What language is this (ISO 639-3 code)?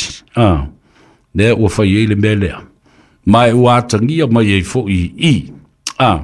smo